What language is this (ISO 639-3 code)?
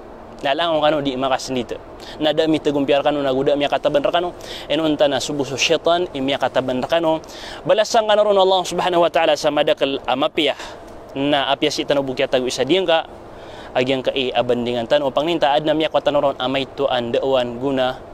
mrw